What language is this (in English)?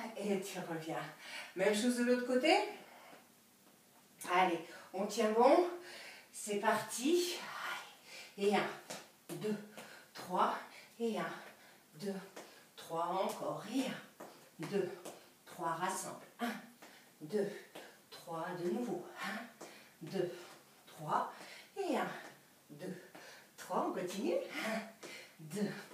French